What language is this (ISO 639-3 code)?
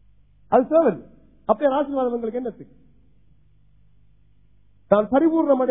tam